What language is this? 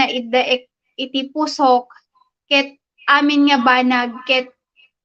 Iloko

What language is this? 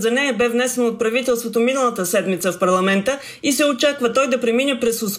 Bulgarian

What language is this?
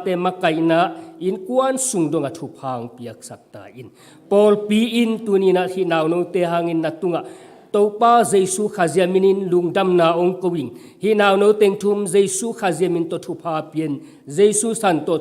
Tedim Chin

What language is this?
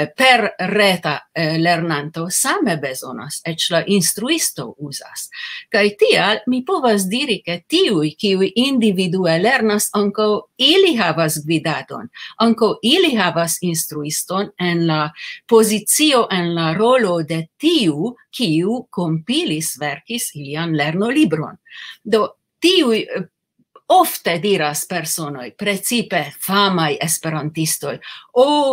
Esperanto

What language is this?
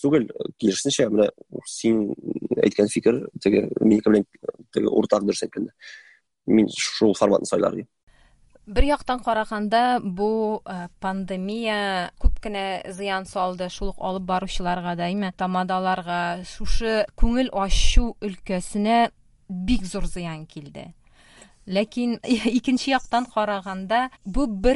Tatar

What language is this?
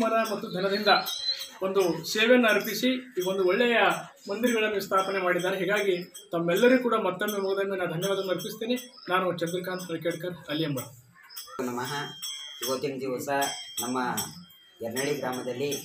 Kannada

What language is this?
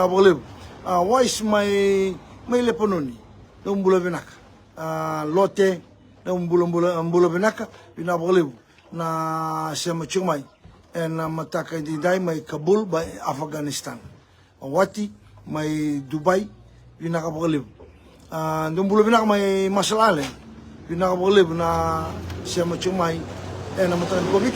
Fijian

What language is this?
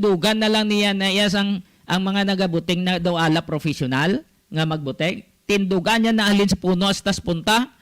Hiligaynon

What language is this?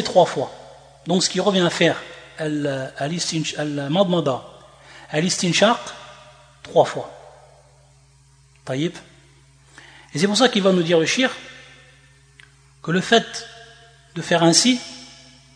French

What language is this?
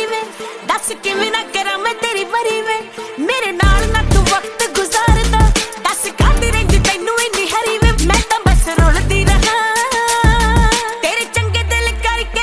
Punjabi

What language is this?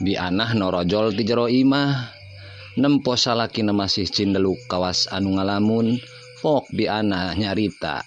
Sundanese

